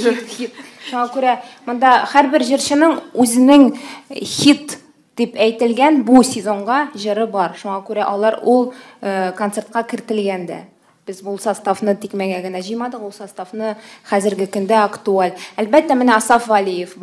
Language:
Tatar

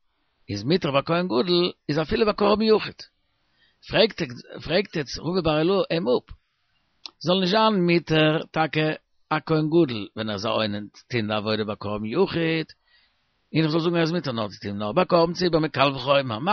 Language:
Yiddish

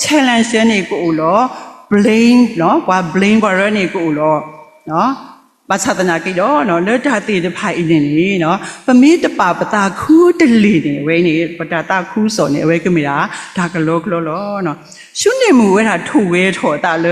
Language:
S'gaw Karen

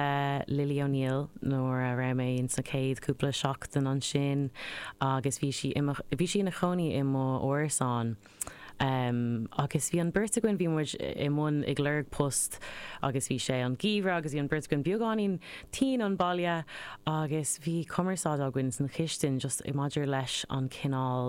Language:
Irish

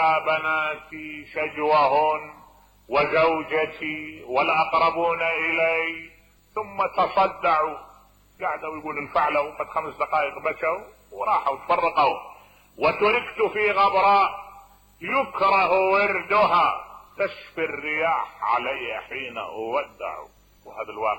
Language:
Mesopotamian Arabic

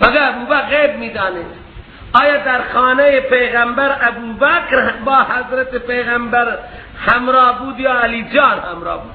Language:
Persian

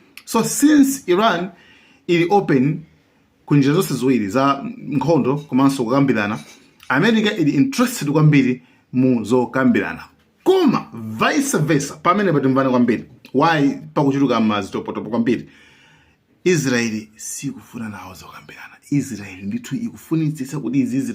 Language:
Nyanja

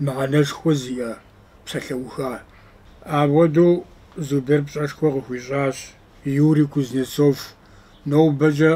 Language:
Kabardian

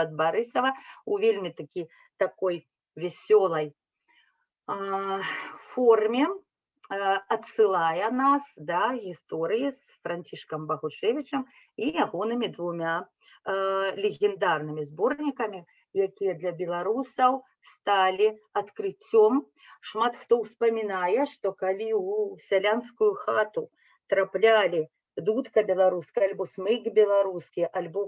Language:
Belarusian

